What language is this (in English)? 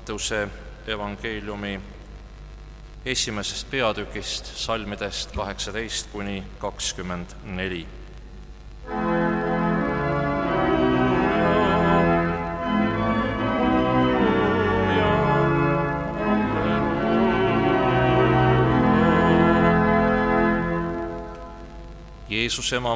Estonian